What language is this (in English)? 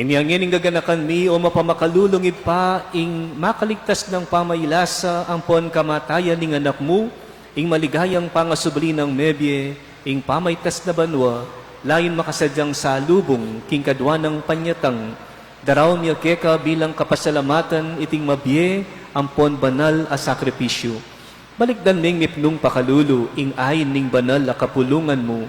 Pampanga